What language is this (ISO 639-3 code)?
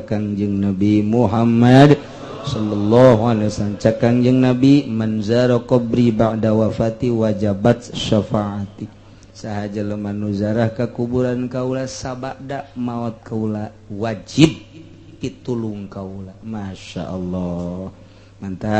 sun